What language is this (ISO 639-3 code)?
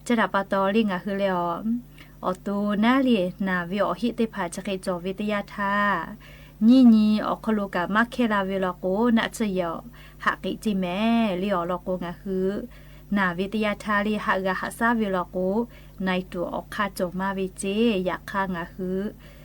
lhu